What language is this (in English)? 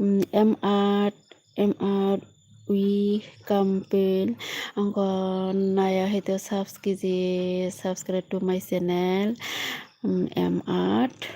Kok Borok